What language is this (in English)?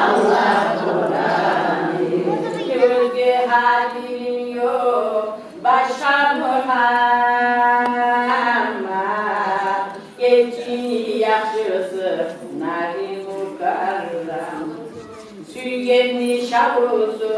Kumyk